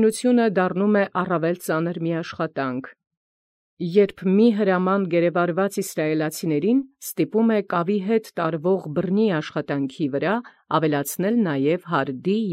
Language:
Armenian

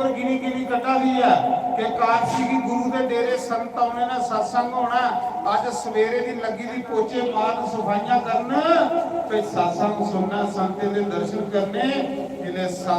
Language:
Dogri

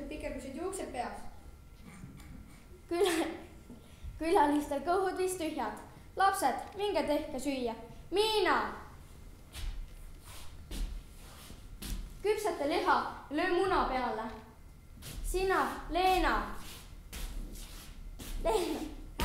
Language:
Estonian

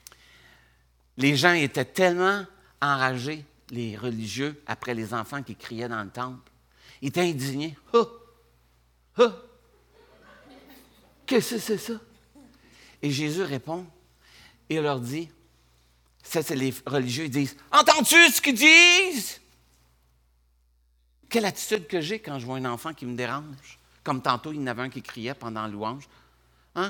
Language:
French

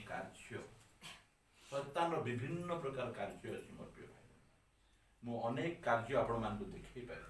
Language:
Odia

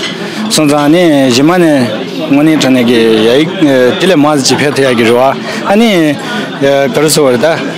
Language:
Tibetan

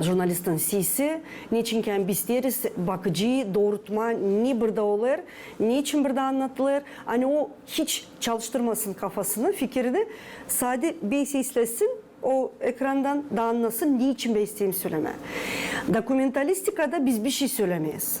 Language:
Gagauz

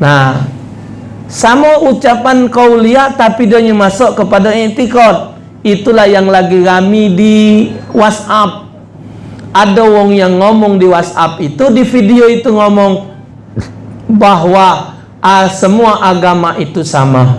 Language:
Musi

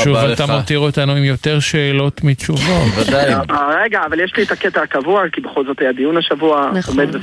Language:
Hebrew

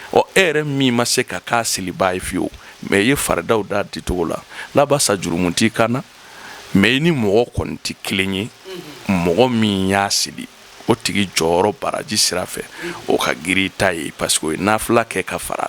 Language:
Bambara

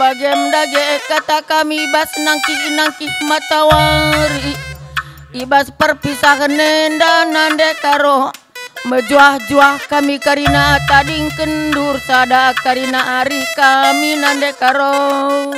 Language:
Batak Karo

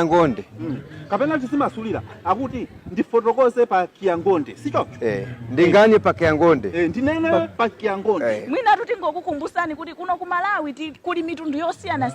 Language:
Nyanja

